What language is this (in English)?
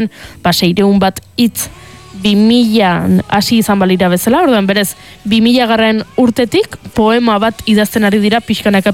Basque